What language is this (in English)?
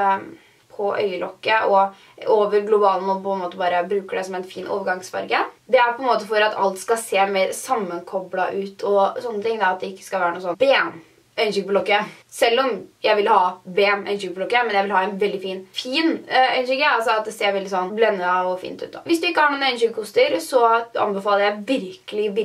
Norwegian